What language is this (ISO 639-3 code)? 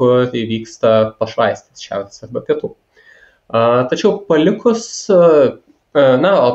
lit